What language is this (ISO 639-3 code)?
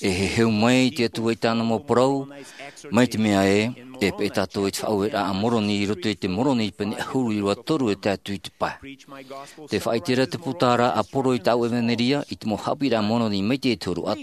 tah